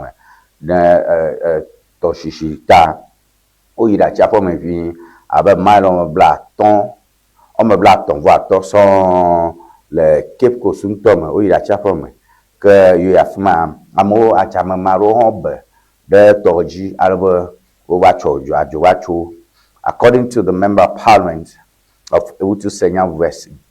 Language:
Ewe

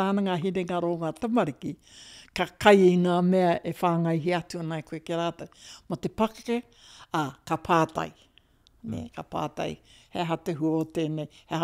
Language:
Māori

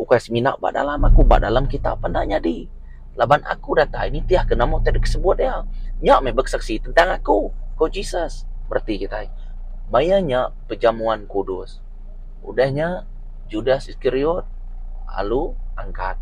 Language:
Iban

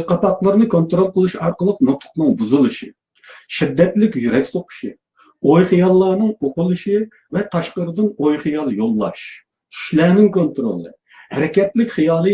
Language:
Uyghur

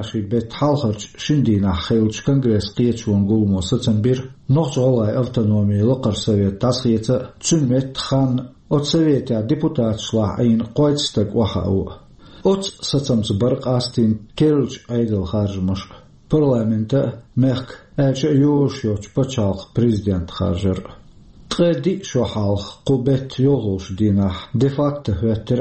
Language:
Chechen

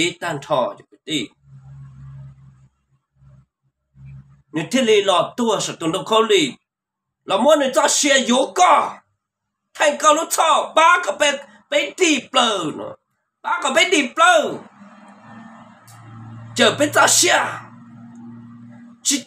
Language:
Vietnamese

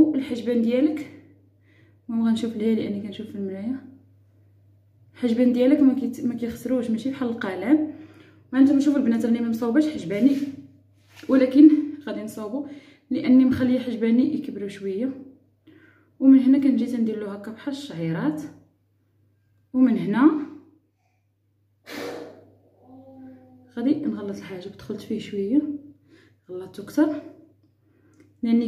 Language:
Moroccan Arabic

